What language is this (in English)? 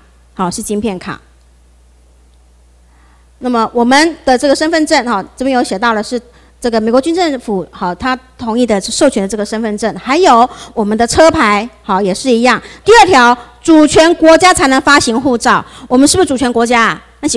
Chinese